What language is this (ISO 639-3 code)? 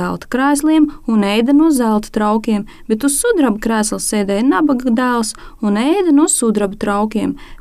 lav